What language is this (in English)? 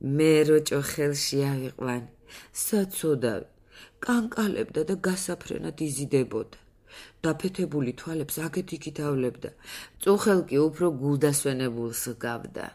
Georgian